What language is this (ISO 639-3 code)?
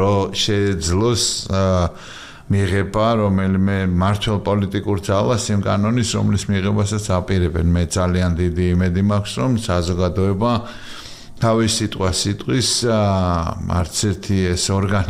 kat